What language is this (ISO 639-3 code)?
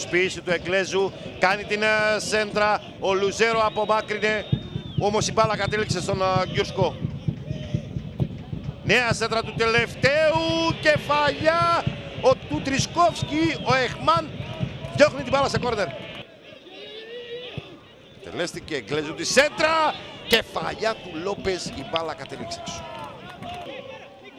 ell